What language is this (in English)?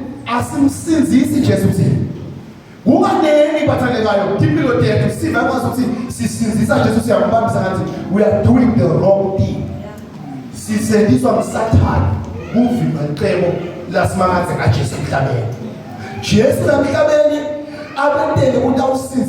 Zulu